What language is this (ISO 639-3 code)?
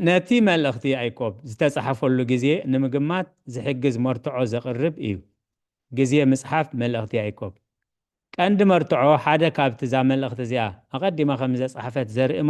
tir